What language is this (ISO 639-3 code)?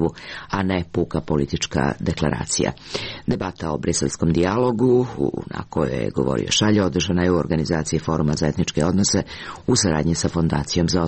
srp